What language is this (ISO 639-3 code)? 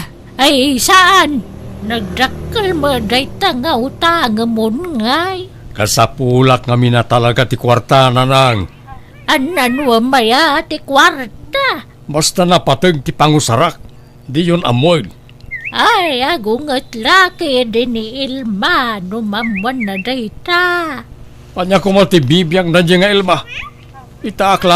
ilo